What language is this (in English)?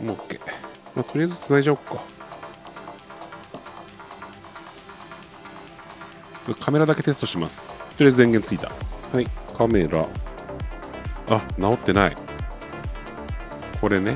Japanese